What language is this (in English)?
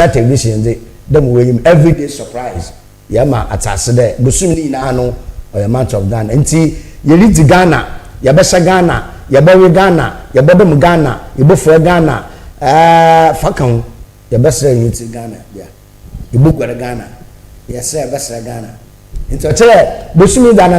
Akan